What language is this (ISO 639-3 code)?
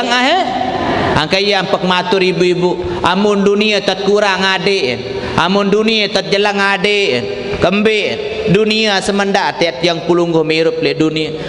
sas